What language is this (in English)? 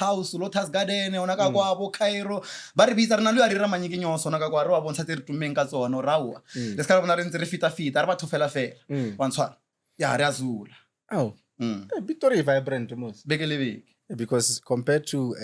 Northern Sotho